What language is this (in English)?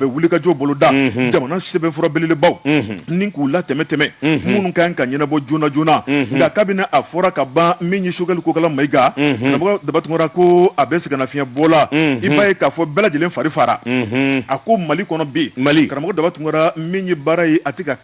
Bambara